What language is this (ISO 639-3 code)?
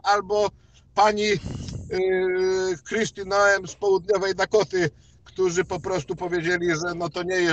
pol